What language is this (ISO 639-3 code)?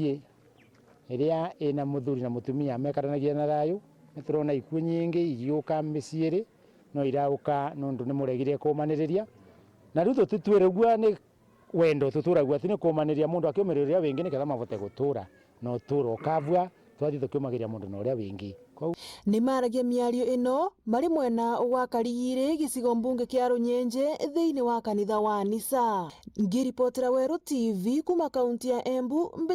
mer